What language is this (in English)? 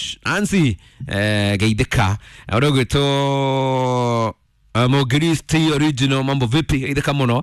Kikuyu